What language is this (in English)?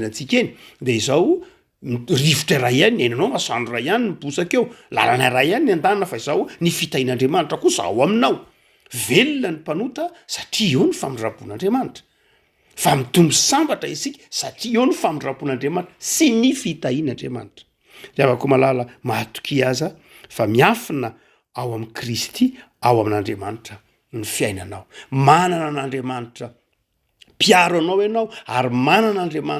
Malagasy